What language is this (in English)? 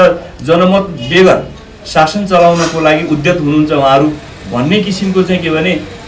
Nepali